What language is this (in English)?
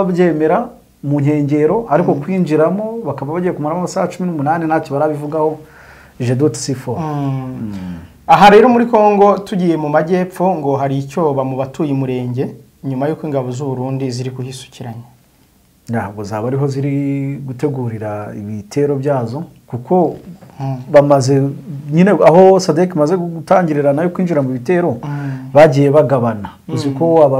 Kinyarwanda